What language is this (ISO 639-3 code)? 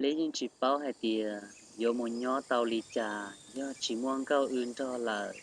hmn